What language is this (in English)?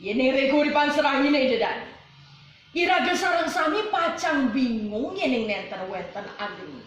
Balinese